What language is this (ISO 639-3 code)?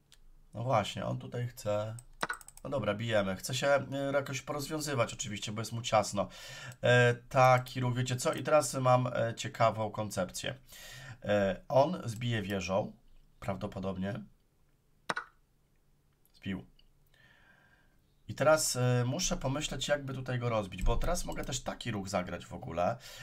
pol